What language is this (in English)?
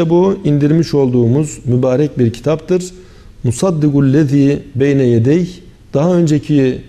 Turkish